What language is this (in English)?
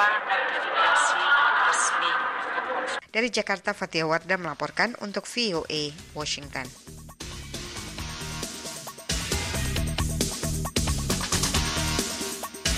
Indonesian